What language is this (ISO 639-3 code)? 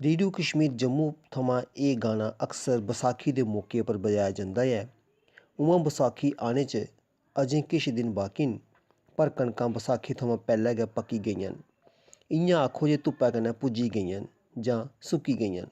doi